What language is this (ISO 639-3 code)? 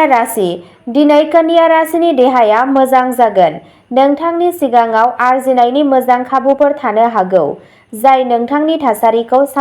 brx